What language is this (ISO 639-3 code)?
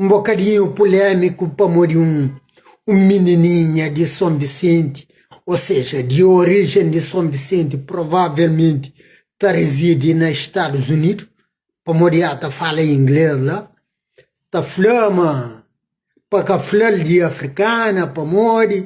kea